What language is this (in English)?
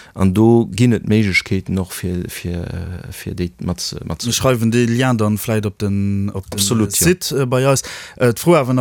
Luxembourgish